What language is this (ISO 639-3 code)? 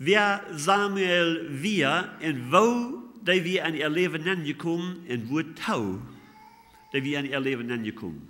pdt